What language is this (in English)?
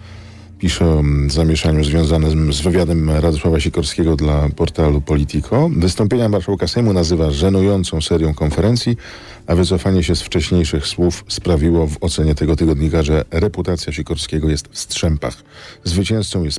Polish